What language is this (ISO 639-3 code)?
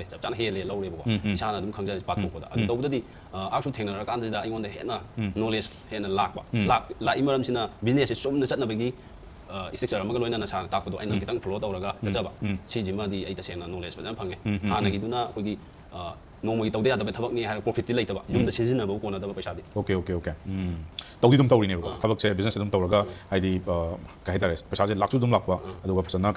mni